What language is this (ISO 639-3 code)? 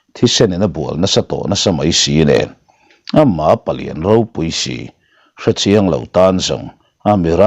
lus